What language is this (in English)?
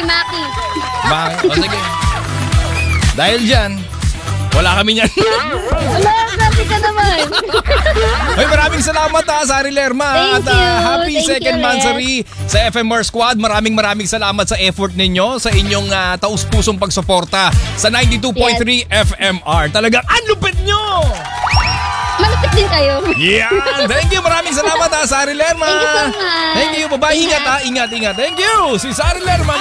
Filipino